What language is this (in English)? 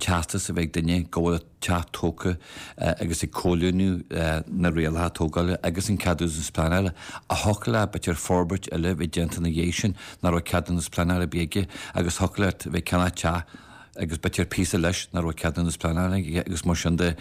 Irish